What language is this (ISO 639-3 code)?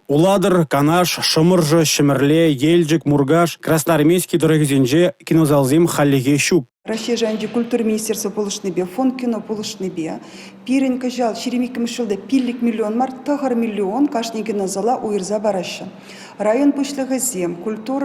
chv